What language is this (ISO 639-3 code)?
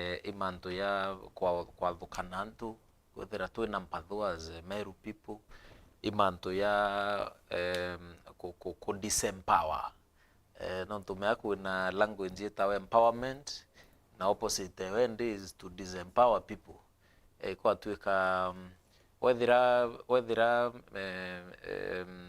mer